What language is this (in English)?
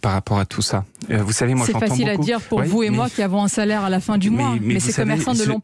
French